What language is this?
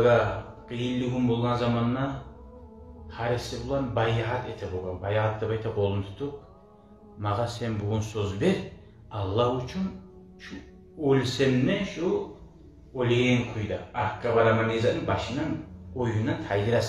Kumyk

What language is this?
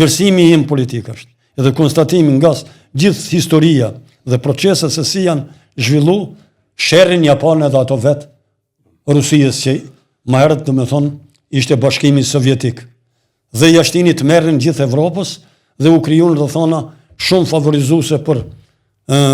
Albanian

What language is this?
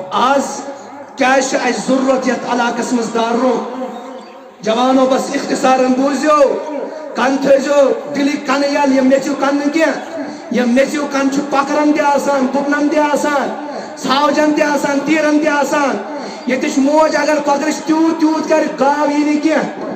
Kashmiri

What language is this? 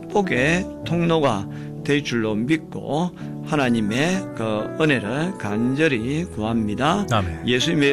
Korean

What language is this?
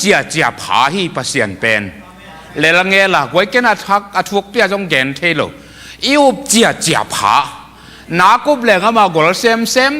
Tedim Chin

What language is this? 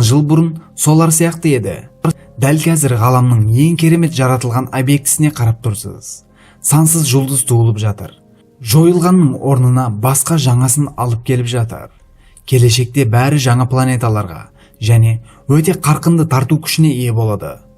Kazakh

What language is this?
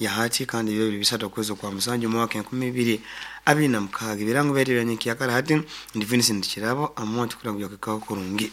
Nyoro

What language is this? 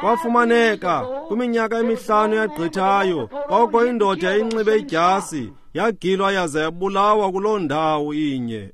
Xhosa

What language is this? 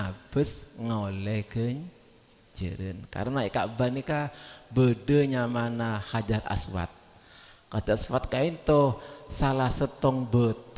Madurese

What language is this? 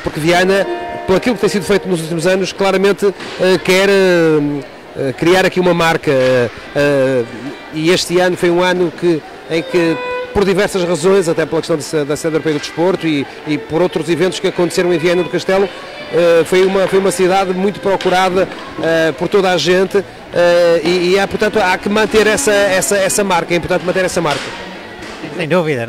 Portuguese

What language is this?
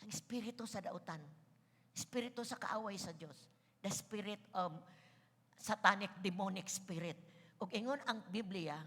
Cebuano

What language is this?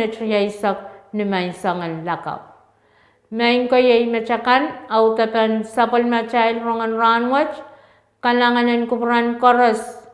Pohnpeian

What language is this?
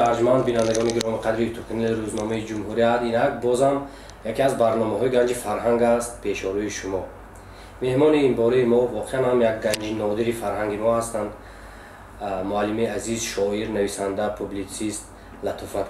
Tajik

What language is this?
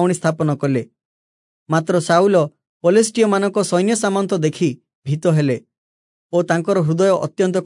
Odia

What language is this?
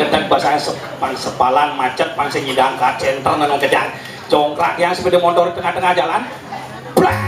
Balinese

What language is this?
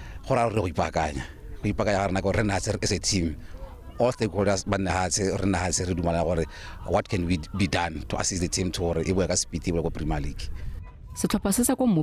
Tswana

